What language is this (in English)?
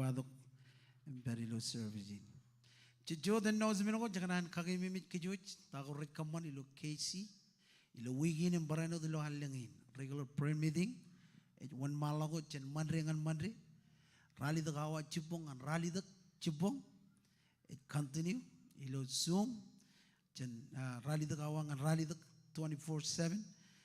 Marshallese